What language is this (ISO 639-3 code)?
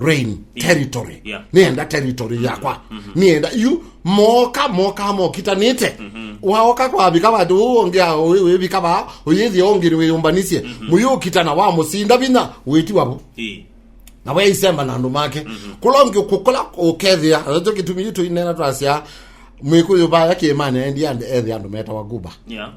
kam